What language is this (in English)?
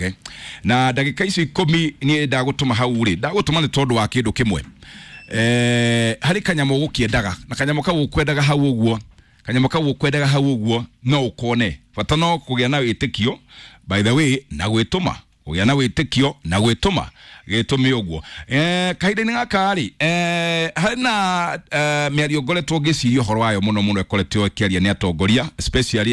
Kikuyu